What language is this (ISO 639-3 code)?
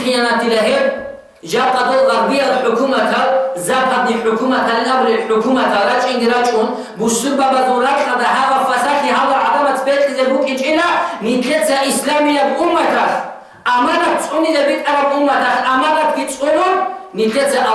ava